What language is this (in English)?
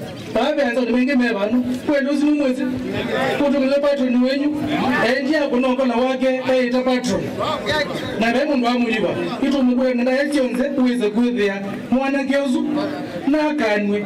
Kamba